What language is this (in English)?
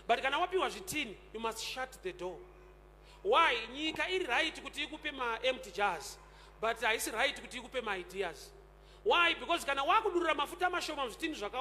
Shona